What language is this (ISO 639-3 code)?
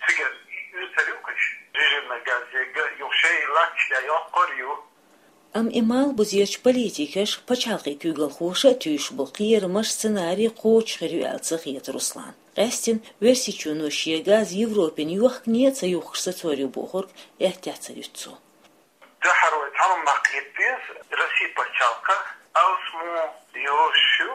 che